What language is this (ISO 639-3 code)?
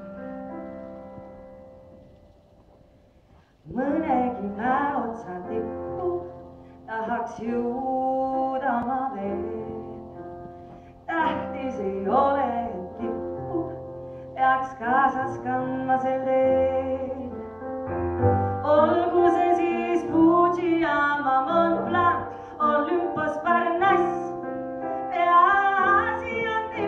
est